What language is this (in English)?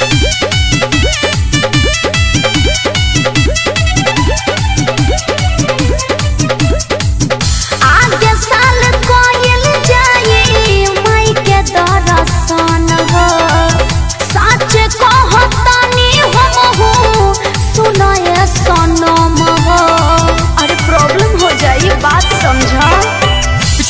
Bhojpuri